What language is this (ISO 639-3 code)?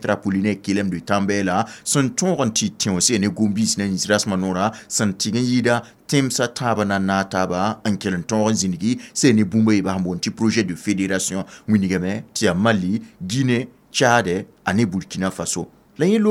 mos